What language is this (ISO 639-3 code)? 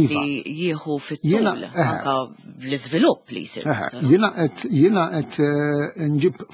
mlt